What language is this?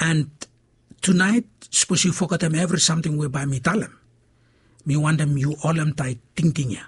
Bislama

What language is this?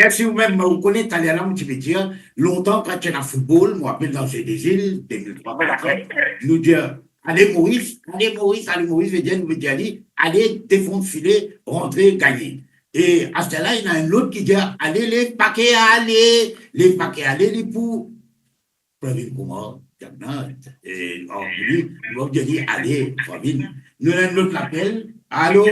Morisyen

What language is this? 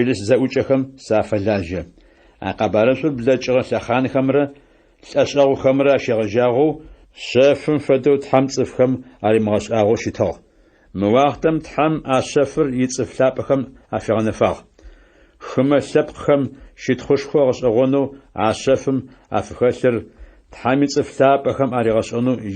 Adyghe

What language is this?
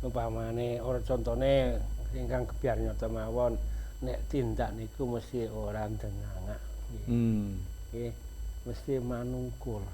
Javanese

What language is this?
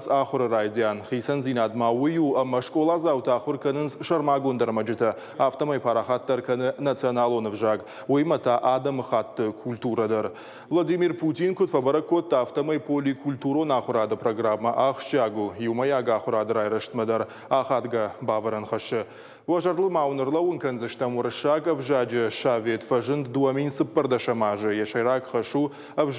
Ossetic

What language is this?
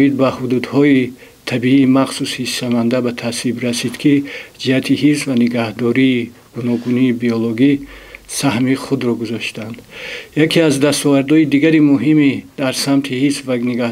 Tajik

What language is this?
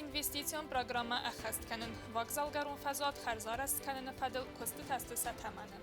Ossetic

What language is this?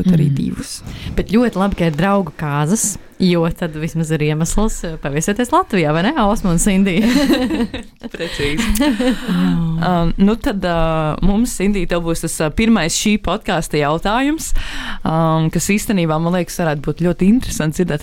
Latvian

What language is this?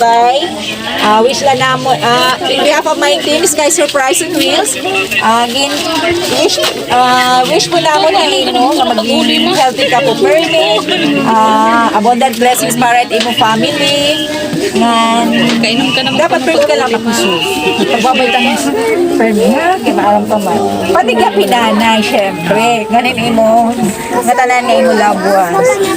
Waray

